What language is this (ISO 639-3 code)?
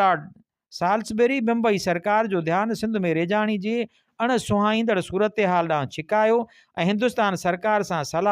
snd